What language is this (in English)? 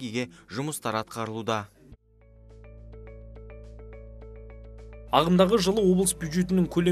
Kazakh